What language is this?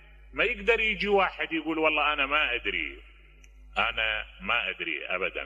Mesopotamian Arabic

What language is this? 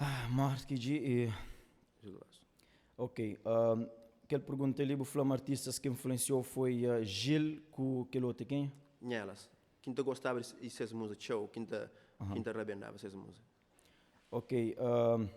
Kabuverdianu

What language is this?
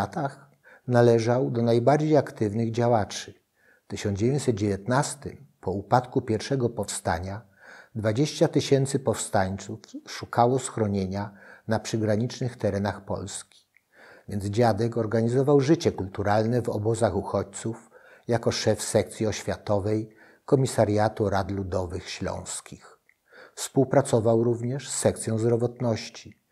Polish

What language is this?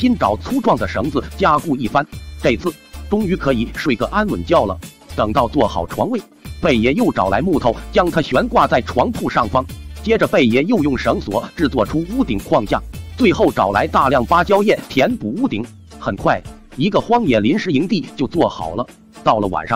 Chinese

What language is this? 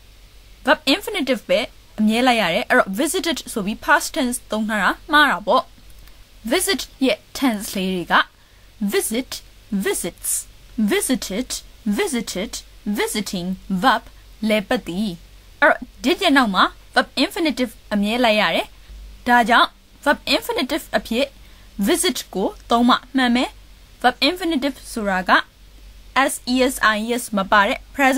Burmese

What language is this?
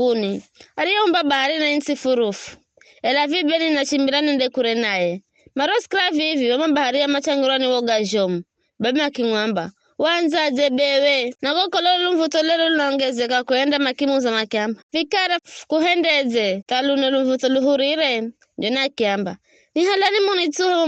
Giryama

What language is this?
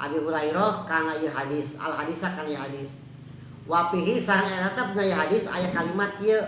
Sundanese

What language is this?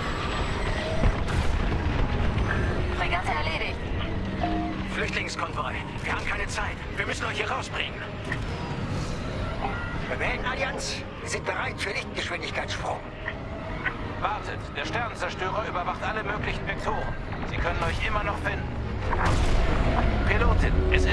German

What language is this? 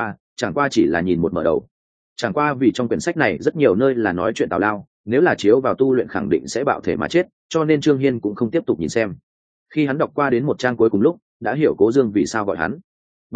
Vietnamese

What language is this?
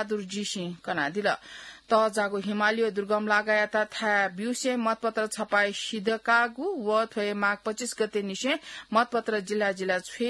Newari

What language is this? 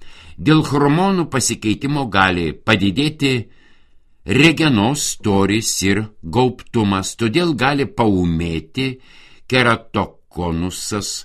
Lithuanian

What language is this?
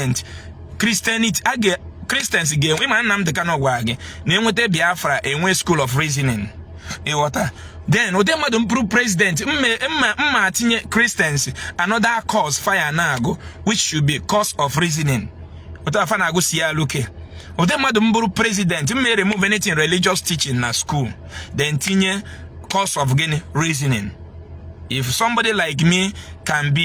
Igbo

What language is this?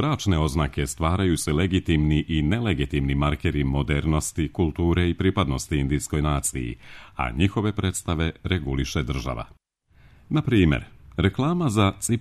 Serbian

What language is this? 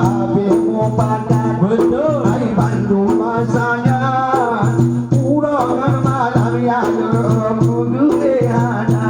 Achinese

